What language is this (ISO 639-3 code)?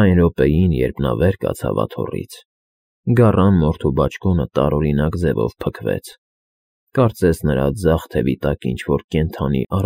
hye